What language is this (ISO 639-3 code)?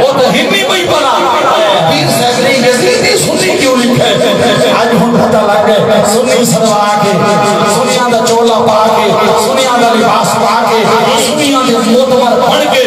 skr